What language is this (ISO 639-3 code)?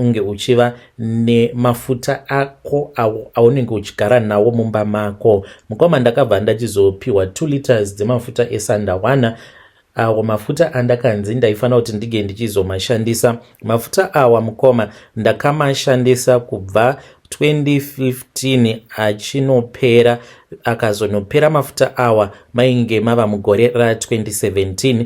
sna